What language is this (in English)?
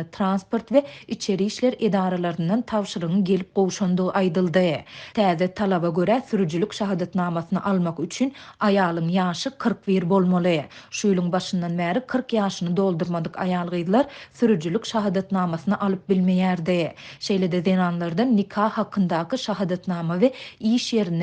Turkmen